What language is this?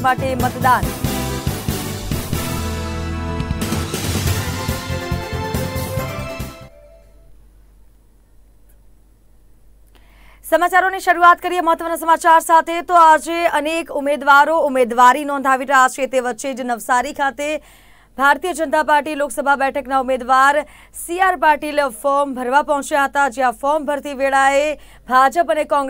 Gujarati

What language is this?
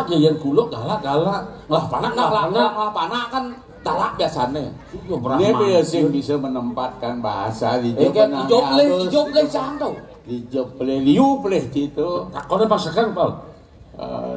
Balinese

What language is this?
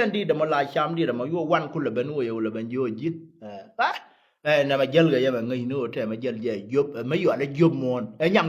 Nuer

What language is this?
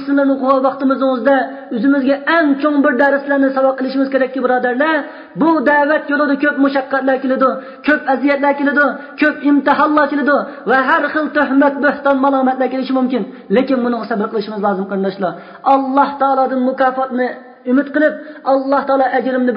Uyghur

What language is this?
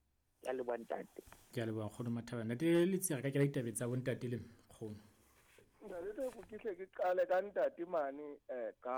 Southern Sotho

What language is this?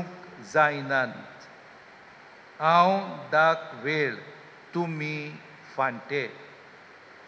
Konkani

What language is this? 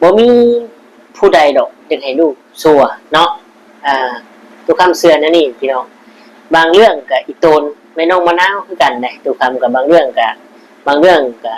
Northeastern Thai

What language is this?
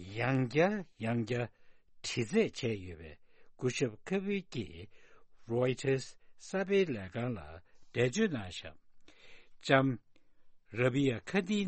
Tibetan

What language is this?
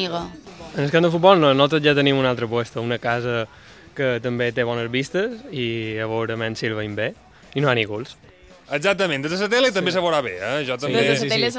Catalan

